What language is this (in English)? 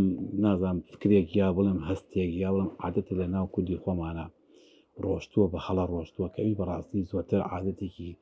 Central Kurdish